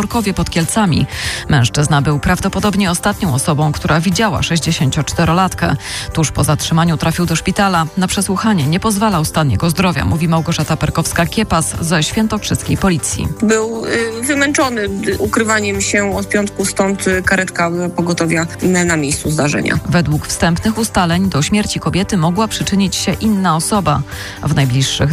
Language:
Polish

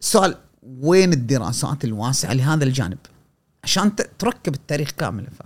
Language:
Gulf Arabic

